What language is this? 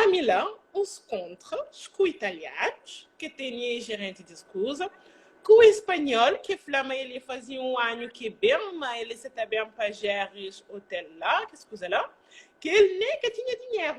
Kabuverdianu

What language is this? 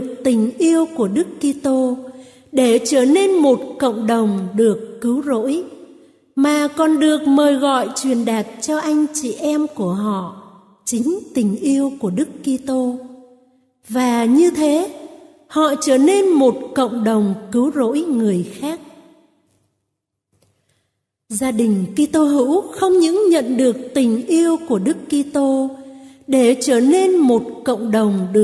Vietnamese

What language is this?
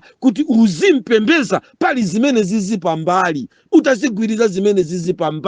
Nyanja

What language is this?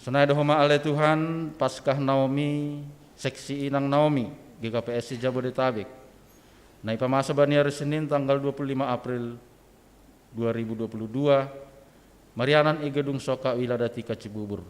Batak Simalungun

